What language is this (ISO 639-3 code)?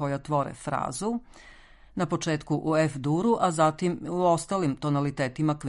srp